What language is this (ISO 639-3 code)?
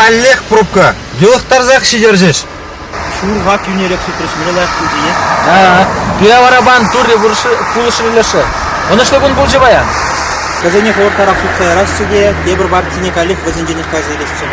chv